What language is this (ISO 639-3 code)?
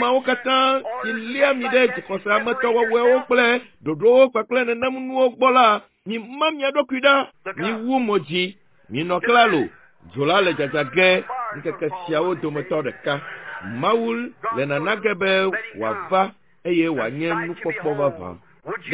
ewe